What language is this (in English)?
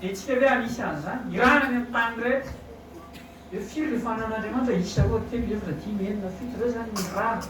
Malagasy